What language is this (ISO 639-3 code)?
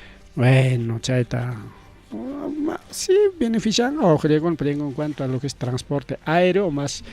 quy